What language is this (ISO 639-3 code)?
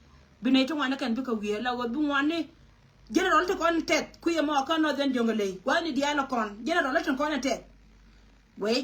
nus